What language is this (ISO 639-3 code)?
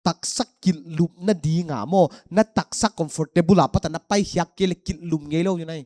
pck